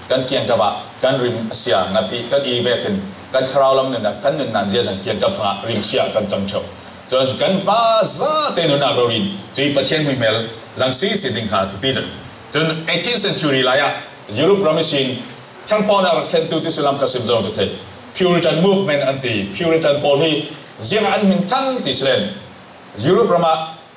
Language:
Falam Chin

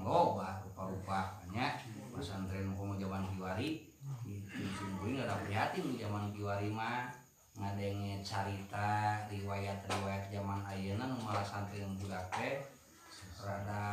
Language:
Sundanese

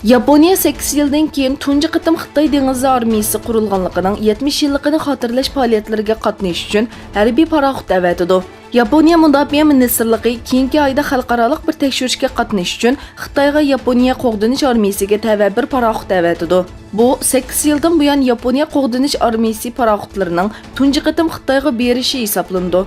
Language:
Uyghur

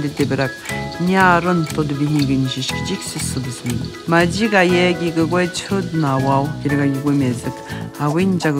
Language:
Atikamekw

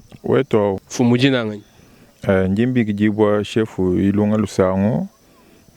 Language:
Luba-Lulua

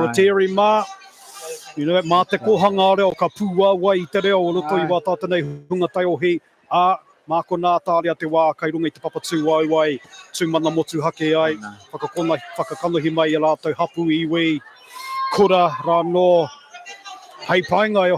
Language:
Māori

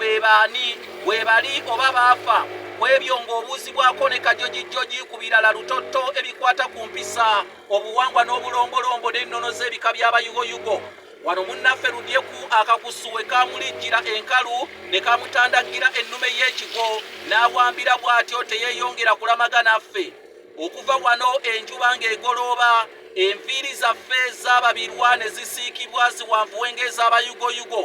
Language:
Ganda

